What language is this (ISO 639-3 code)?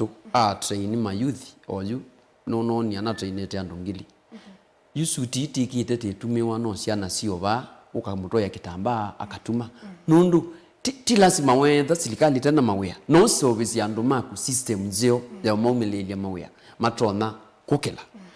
kam